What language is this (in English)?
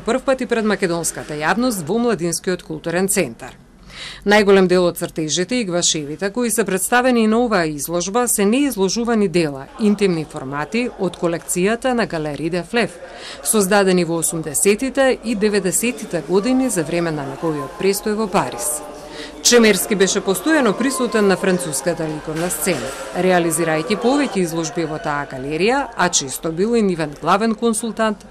Macedonian